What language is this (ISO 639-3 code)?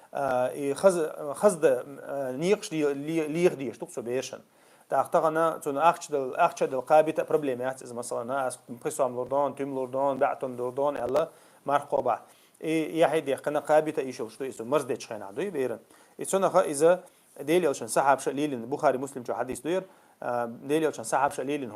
che